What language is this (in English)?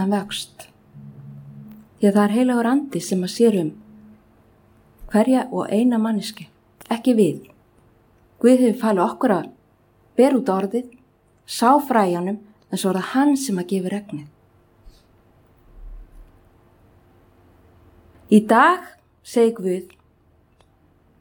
Icelandic